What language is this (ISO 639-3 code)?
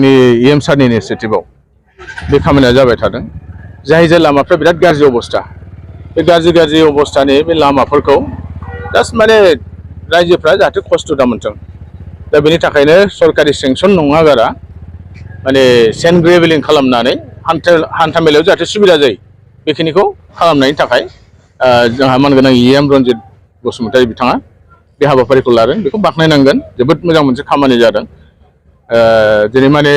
brx